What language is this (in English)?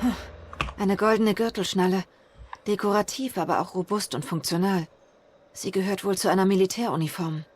Swiss German